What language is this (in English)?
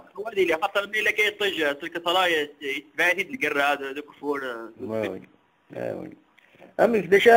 Kabyle